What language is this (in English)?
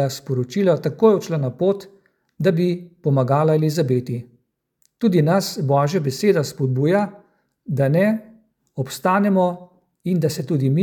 Slovenian